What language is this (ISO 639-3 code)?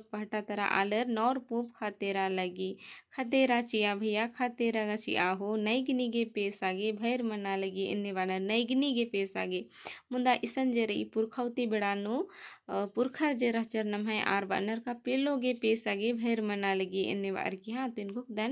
kru